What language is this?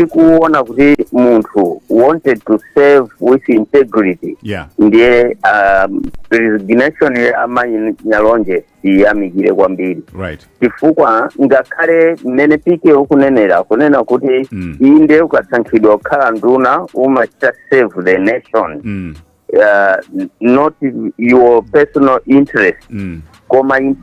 Nyanja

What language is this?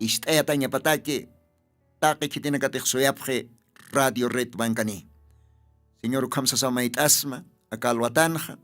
Aymara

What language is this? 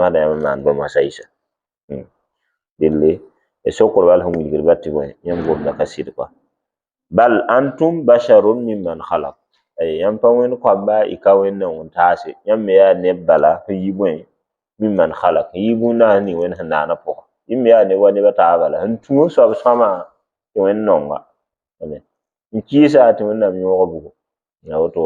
Mossi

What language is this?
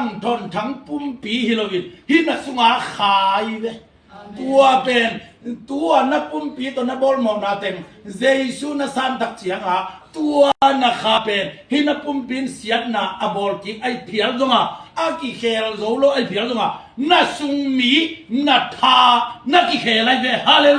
Tedim Chin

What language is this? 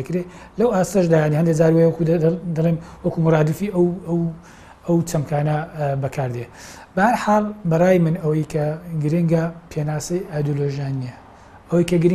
Central Kurdish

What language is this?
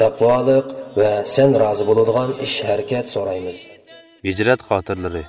Uyghur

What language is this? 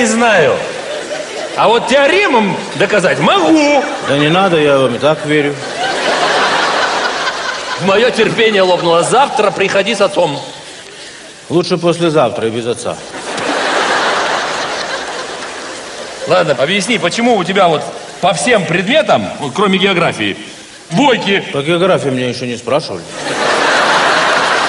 Russian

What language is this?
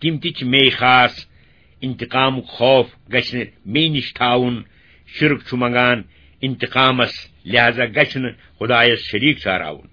Kashmiri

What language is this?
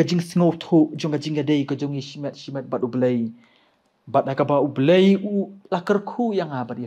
Khasi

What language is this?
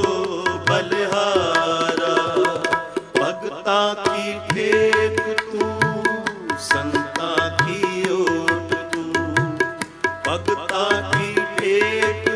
Punjabi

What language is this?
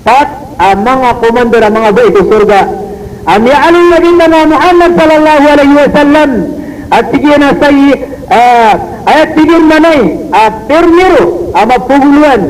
Maranao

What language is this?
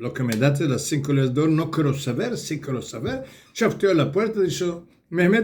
Ladino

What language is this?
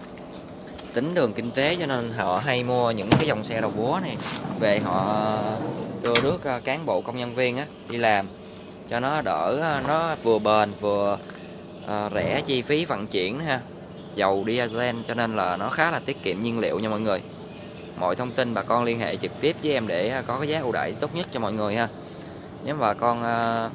Vietnamese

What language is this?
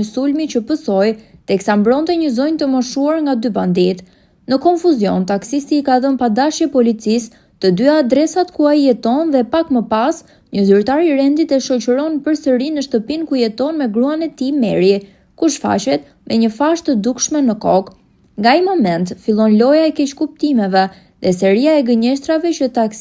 Albanian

